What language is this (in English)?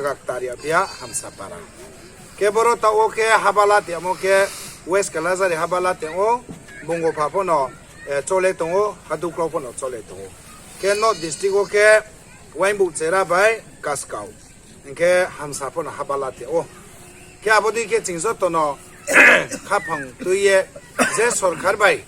Riang (India)